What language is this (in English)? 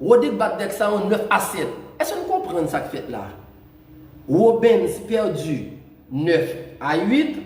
Haitian Creole